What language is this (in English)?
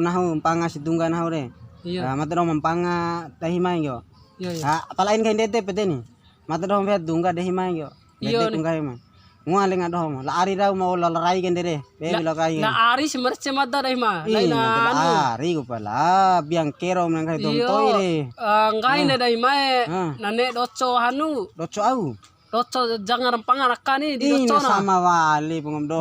Bima